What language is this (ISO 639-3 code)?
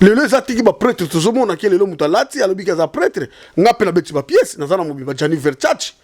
lin